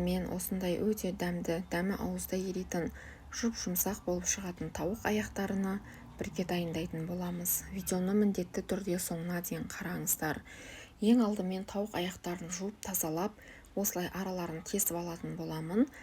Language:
Kazakh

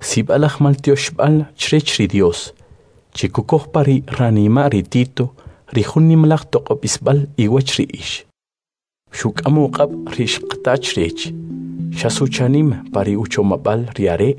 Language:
Kʼicheʼ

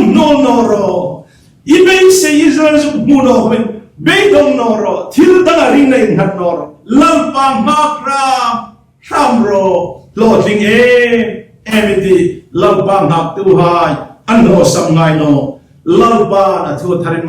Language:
Hmar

